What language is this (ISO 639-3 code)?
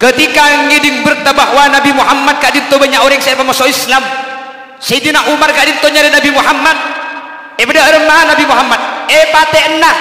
mad